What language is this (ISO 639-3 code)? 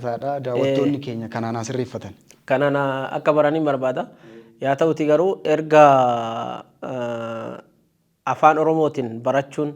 orm